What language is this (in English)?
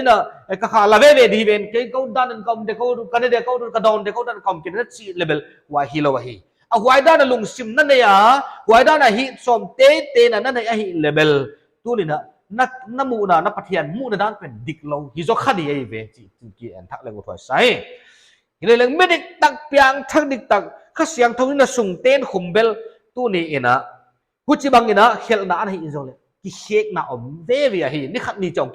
Paite Chin